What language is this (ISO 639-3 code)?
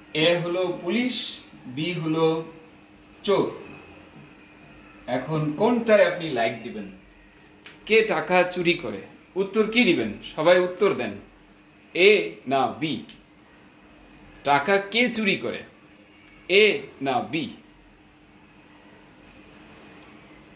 ben